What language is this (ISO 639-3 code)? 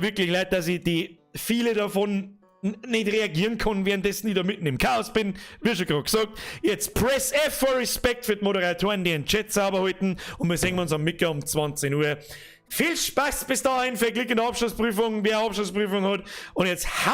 bar